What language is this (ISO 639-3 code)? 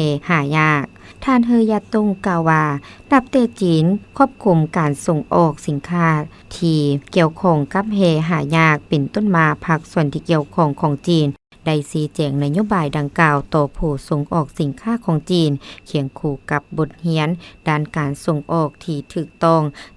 lao